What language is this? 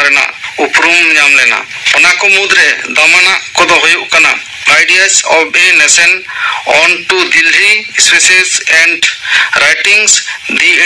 Santali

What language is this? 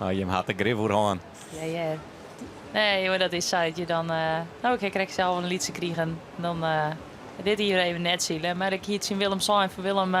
Western Frisian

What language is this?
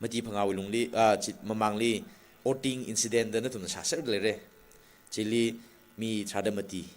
Tangkhul Naga (India)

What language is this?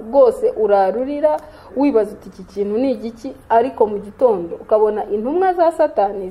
Kinyarwanda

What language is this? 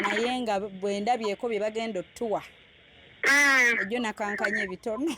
Ganda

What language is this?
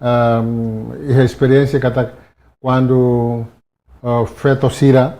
Tetum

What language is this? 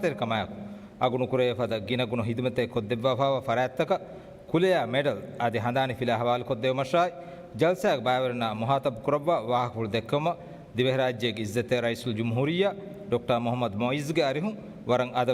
Divehi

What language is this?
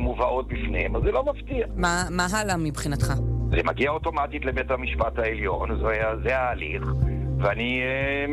Hebrew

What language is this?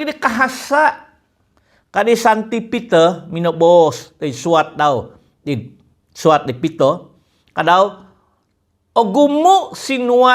Central Dusun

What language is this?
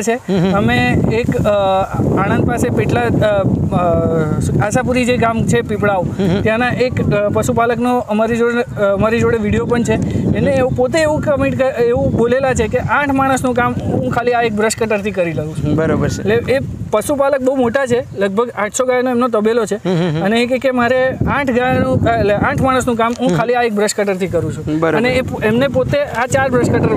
Gujarati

